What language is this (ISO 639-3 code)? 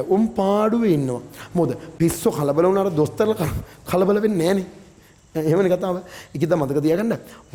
sin